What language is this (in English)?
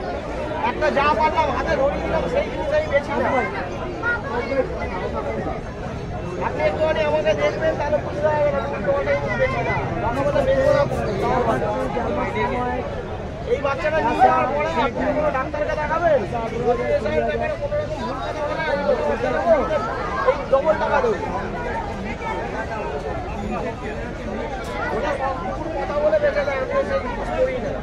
Bangla